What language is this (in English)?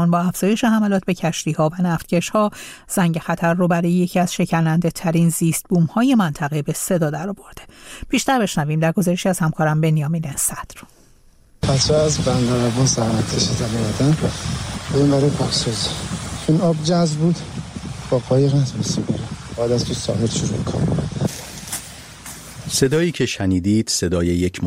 Persian